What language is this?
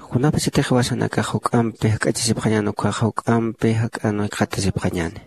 Aymara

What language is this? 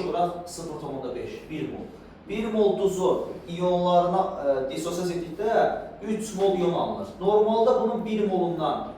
Azerbaijani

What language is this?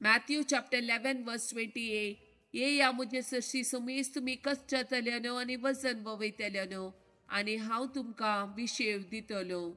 Konkani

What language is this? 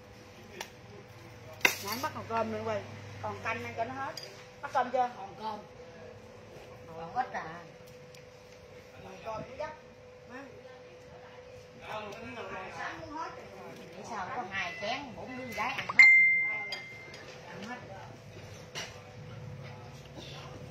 Vietnamese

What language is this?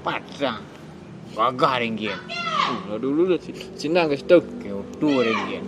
Minangkabau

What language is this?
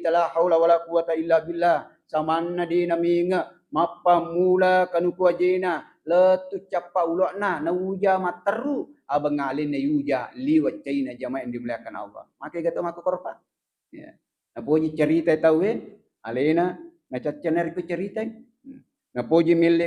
Buginese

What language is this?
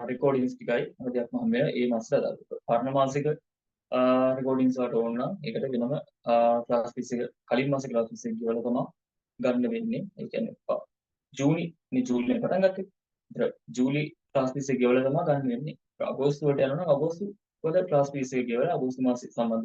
Sinhala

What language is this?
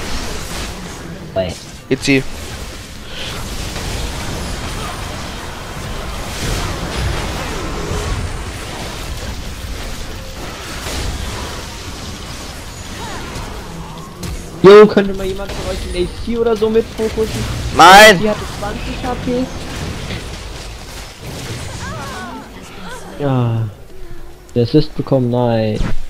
German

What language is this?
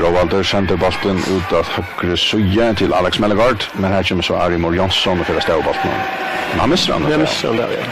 Faroese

